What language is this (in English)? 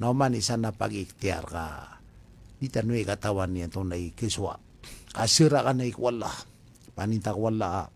Maranao